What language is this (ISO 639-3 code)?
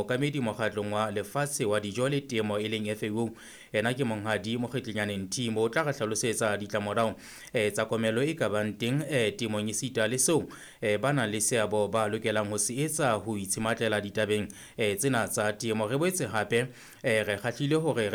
sot